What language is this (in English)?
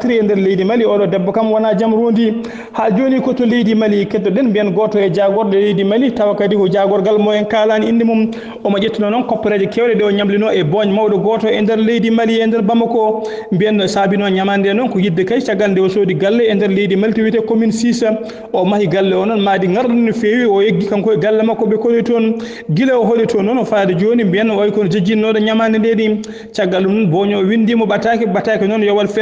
Fula